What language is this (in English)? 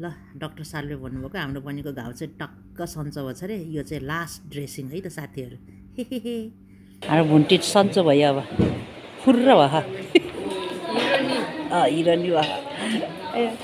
Nepali